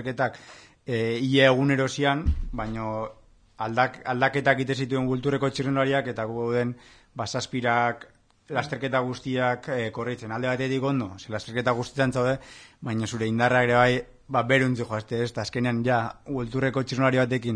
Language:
Basque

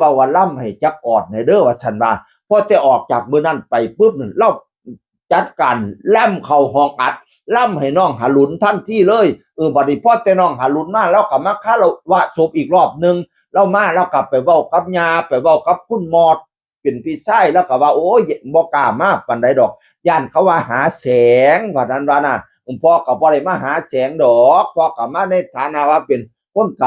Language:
Northeastern Thai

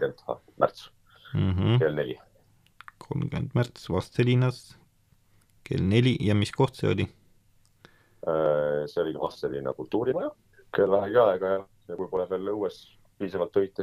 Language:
Estonian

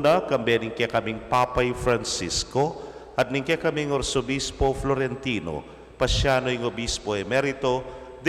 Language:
Pampanga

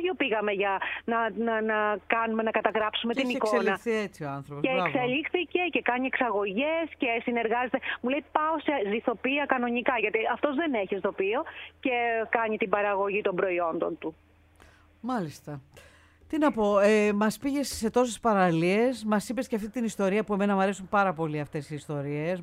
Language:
Greek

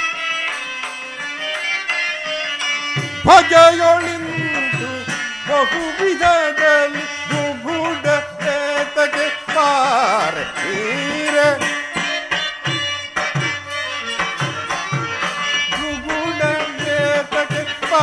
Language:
Kannada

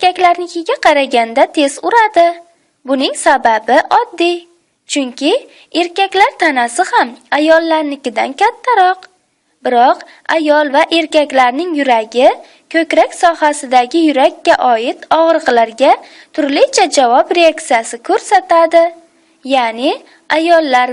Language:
Uzbek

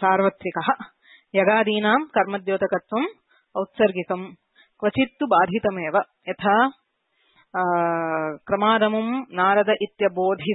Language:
Sanskrit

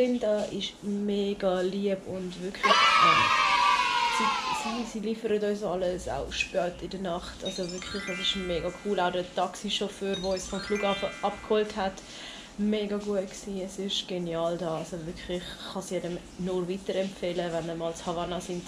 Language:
Swiss German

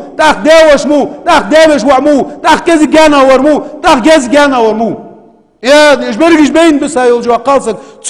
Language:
Ingush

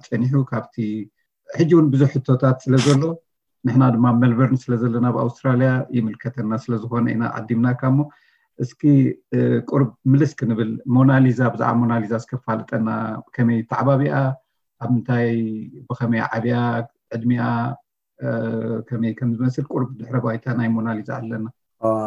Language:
Tigrinya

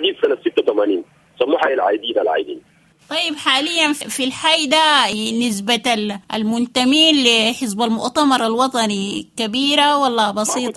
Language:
Sudanese Arabic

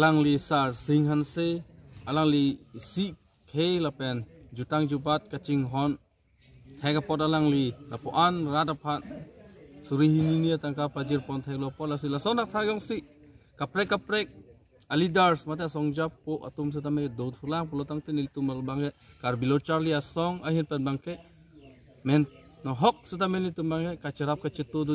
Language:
Karbi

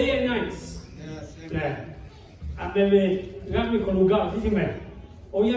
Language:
Lahu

